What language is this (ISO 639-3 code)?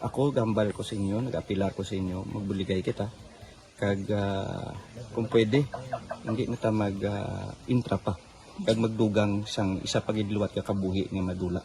hil